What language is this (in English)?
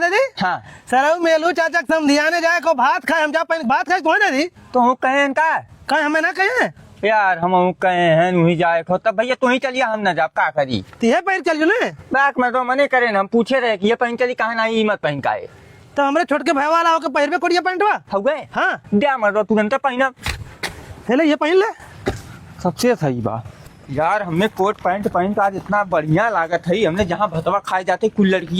Awadhi